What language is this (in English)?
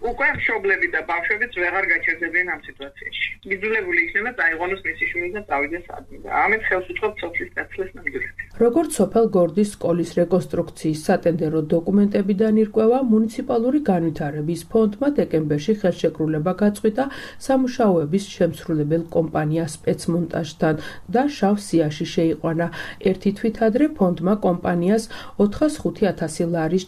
Georgian